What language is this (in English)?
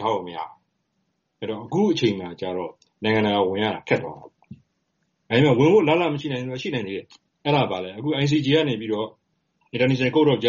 Burmese